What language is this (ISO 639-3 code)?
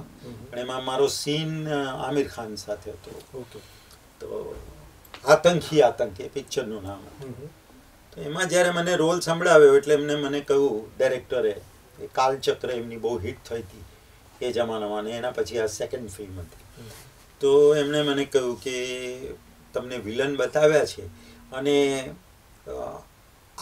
guj